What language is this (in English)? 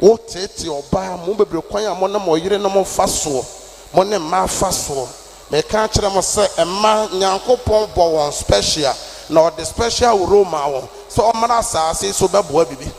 Akan